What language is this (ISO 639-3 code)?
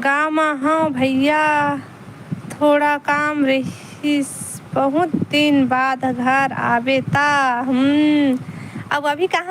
hne